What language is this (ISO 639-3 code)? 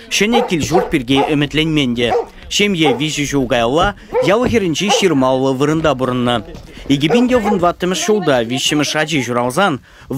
chv